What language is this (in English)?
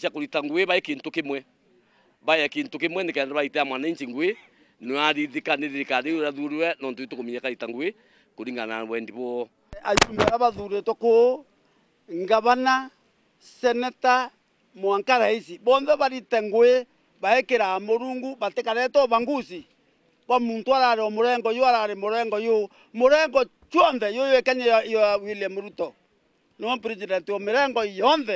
Meru